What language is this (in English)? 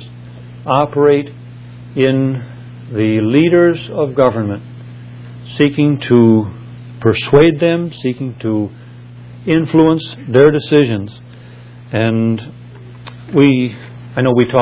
English